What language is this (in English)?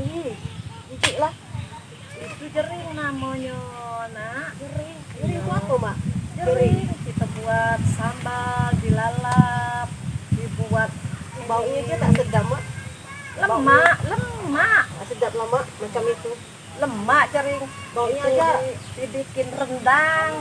Musi